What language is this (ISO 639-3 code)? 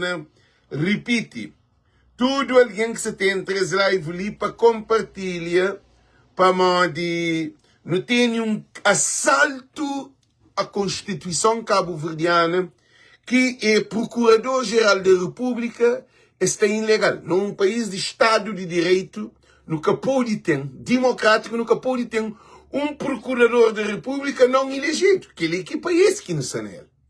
kea